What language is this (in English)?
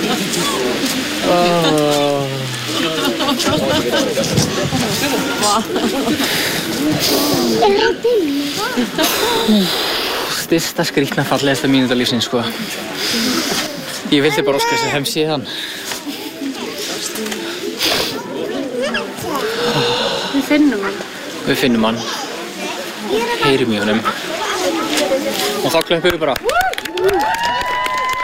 Icelandic